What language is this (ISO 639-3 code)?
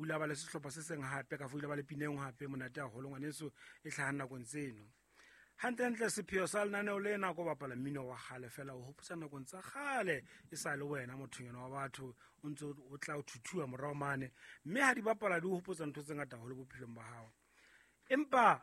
sot